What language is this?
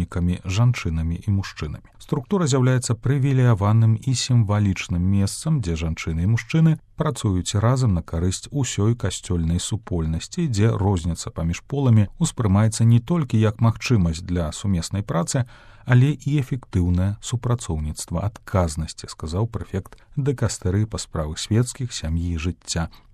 Belarusian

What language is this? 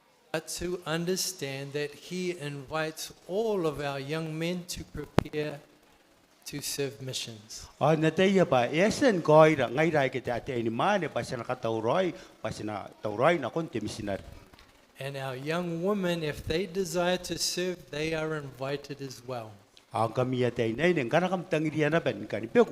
Gilbertese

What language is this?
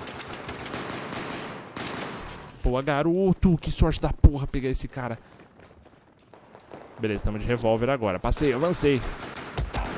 Portuguese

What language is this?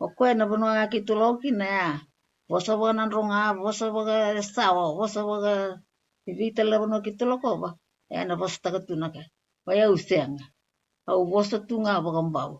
Fijian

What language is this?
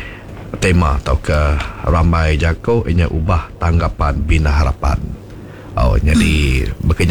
Iban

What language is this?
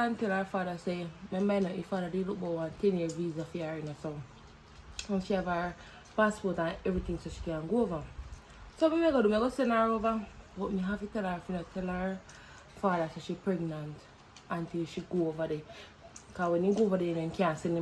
Jamaican Creole English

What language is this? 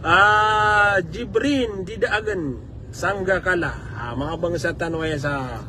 Maranao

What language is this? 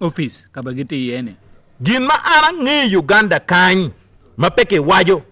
Acoli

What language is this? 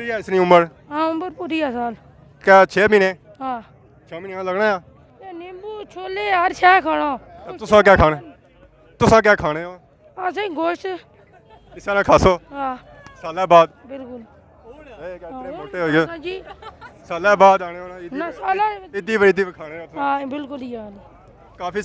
Pahari-Potwari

